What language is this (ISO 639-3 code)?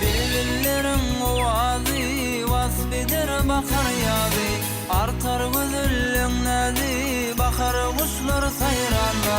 tuk